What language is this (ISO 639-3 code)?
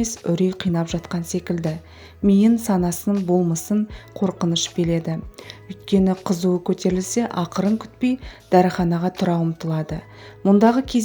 kaz